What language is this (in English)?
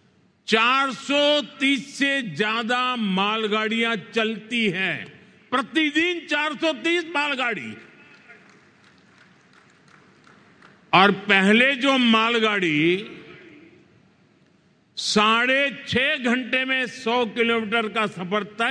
Hindi